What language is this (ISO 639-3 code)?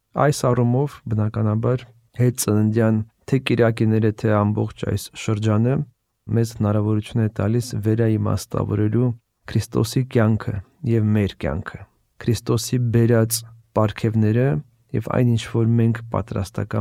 hye